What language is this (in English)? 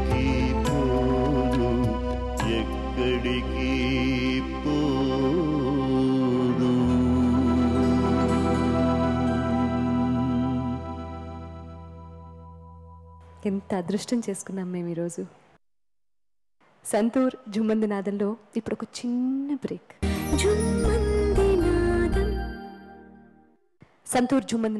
Telugu